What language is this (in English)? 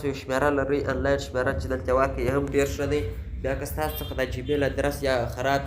Pashto